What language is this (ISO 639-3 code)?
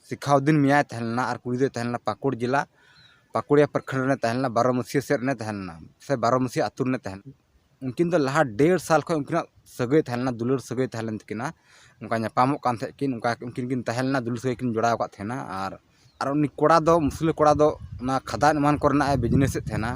sat